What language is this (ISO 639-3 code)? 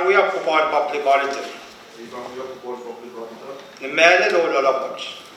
pon